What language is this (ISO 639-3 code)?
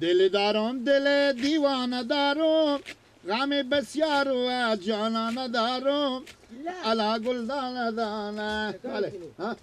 fas